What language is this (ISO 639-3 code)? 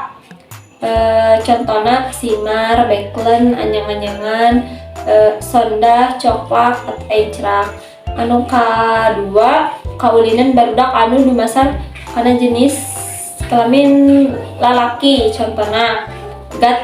sun